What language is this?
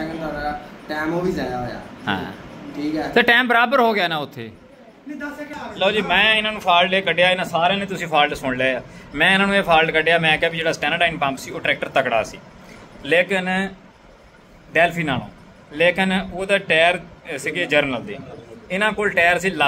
Punjabi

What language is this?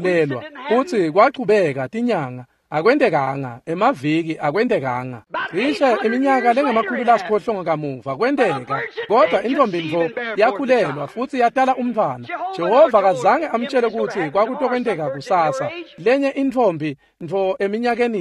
Swati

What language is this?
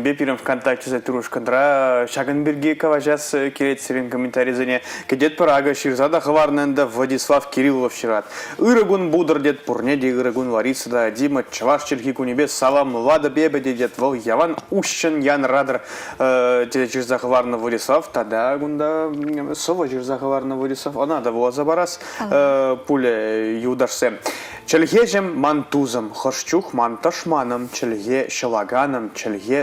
Chuvash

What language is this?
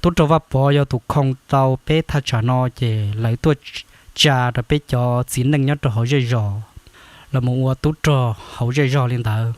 Hmong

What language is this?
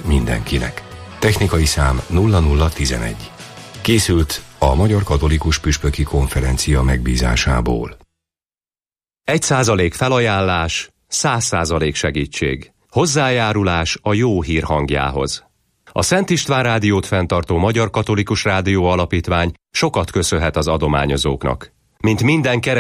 Hungarian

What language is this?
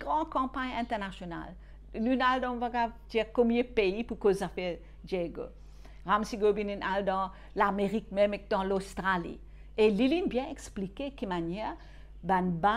Morisyen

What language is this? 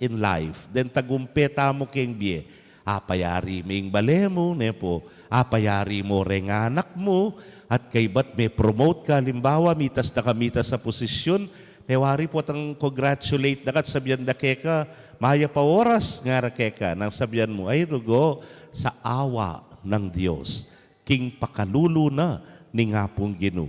Pampanga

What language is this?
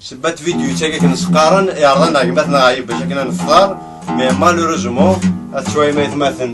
Kabyle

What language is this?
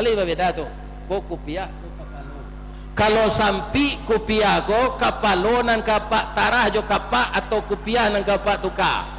Minangkabau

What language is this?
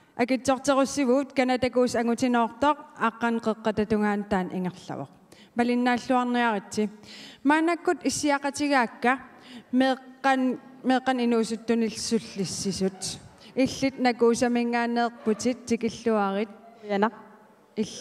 Kalaallisut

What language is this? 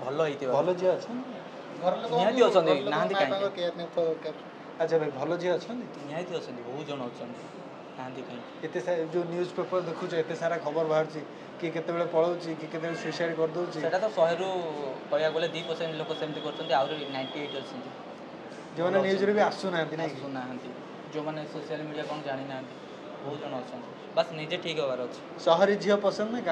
Odia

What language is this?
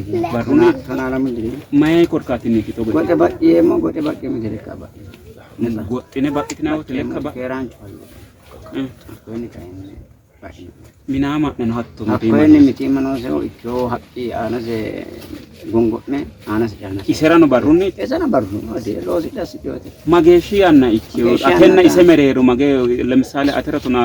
Sidamo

